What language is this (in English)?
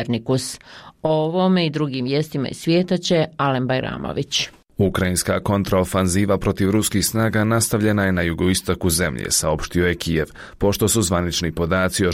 Bosnian